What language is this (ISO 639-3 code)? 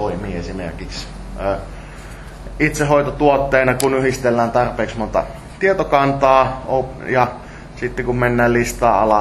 fin